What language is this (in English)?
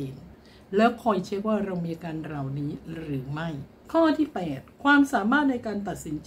Thai